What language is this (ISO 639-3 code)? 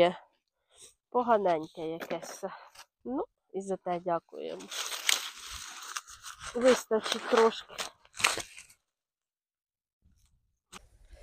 ukr